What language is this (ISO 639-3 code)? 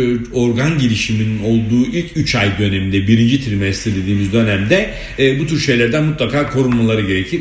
tur